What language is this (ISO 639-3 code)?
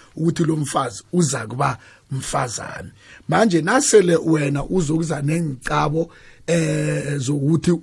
nbl